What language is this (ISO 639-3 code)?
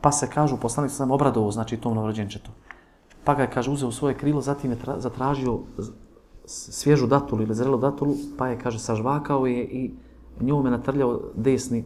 bos